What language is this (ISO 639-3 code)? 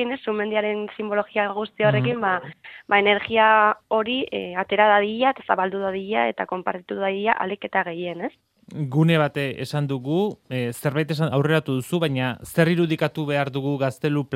eus